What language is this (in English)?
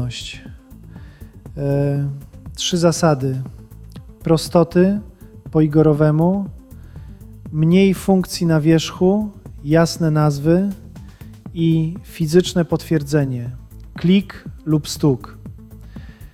Polish